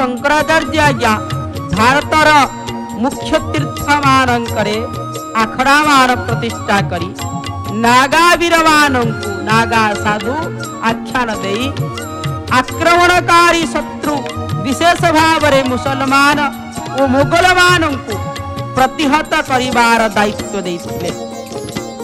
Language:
Odia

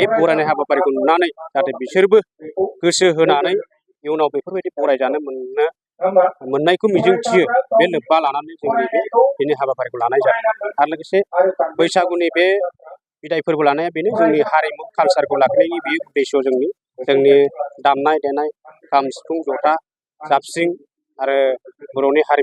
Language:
Bodo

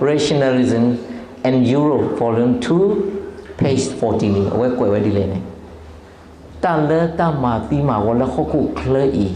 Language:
S'gaw Karen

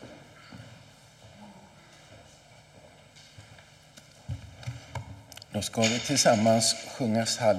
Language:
Swedish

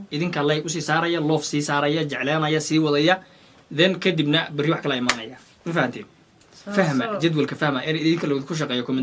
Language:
Somali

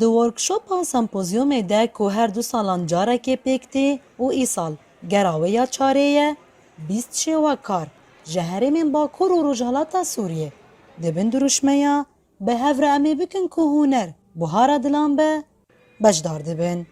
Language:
Kurdish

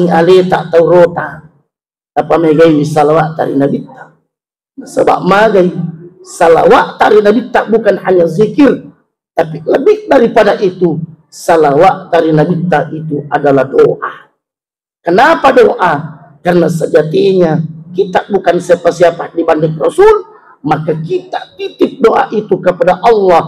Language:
Buginese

